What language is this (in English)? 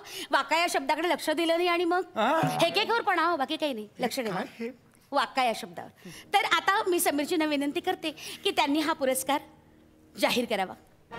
Marathi